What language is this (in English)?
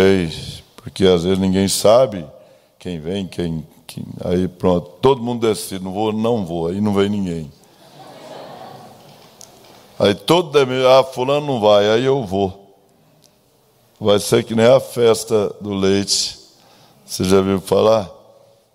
Portuguese